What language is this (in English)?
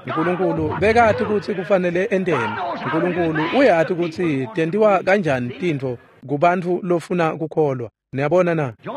Swati